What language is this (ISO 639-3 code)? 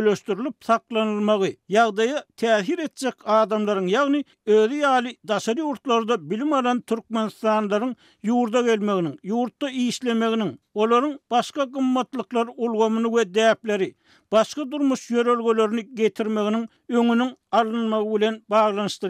tuk